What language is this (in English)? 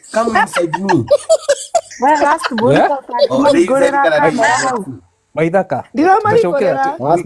Kikuyu